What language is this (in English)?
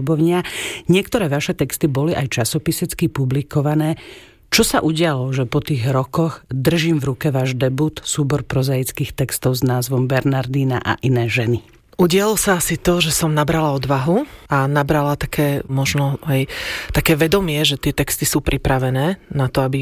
Slovak